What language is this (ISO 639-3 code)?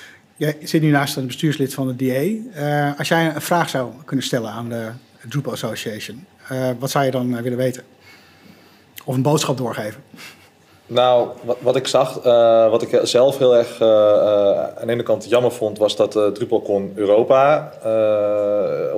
nld